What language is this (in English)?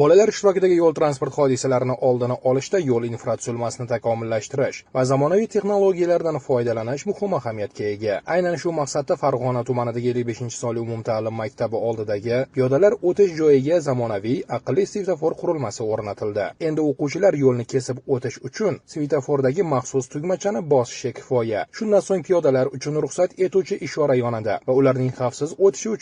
Uzbek